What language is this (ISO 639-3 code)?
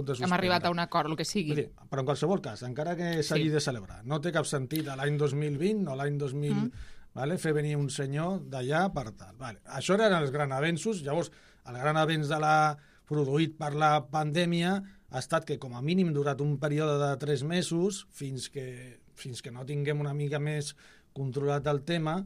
cat